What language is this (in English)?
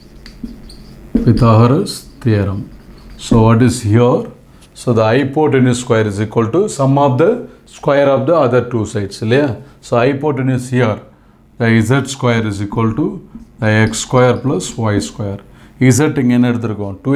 Tamil